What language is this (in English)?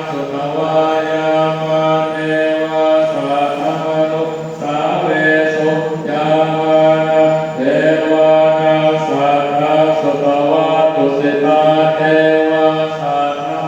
Pali